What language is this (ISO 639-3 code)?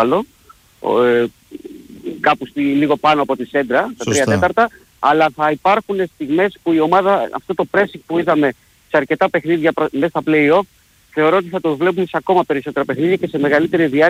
ell